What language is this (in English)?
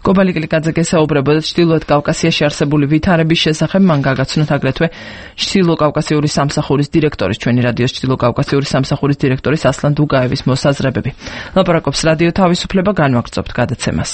Georgian